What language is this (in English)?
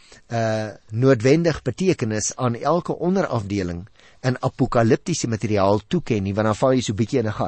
Afrikaans